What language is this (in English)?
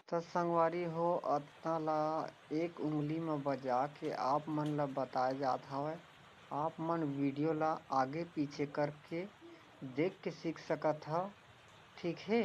Chhattisgarhi